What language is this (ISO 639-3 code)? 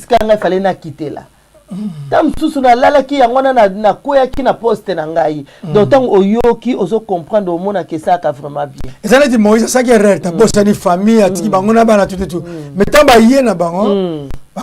lin